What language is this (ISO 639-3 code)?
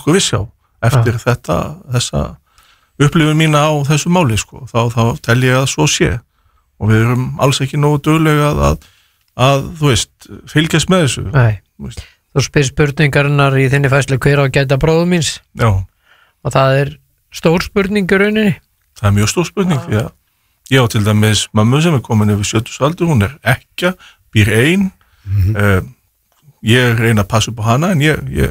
isl